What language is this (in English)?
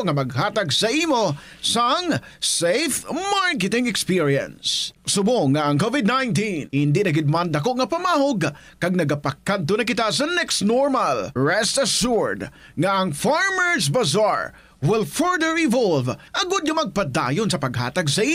Hiligaynon